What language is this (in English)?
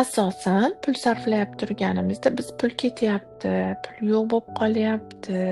Uzbek